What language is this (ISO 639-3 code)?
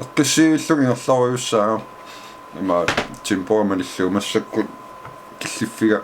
kal